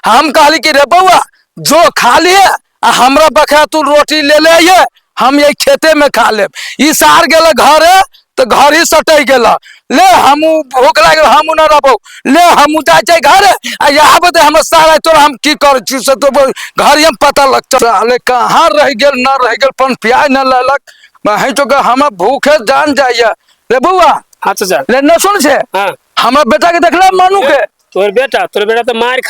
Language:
Maithili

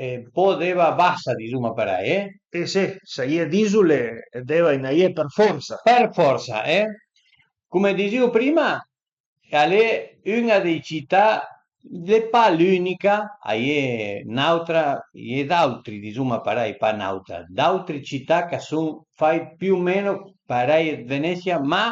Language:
Piedmontese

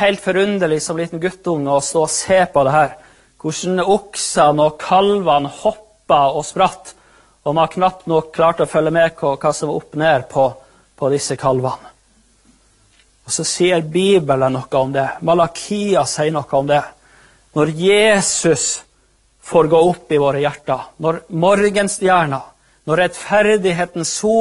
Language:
Norwegian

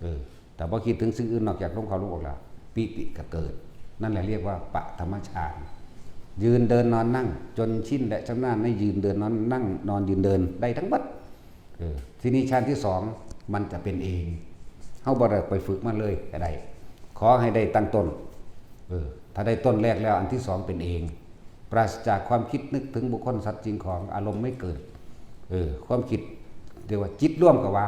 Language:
Northeastern Thai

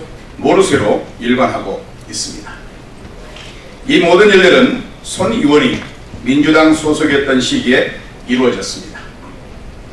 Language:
Korean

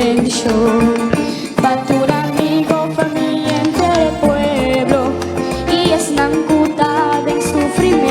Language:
Papiamento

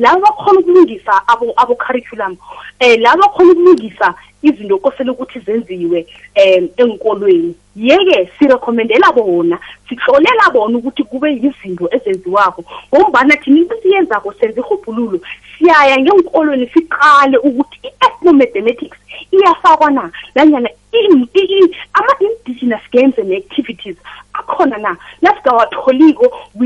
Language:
South Ndebele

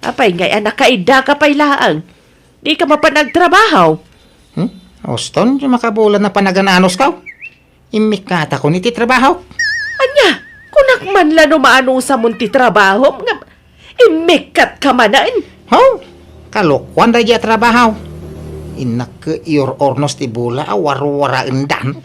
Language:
Iloko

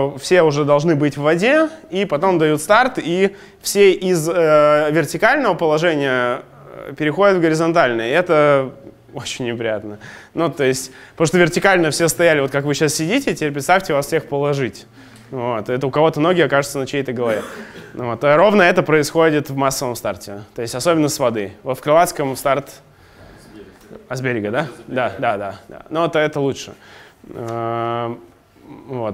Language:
Russian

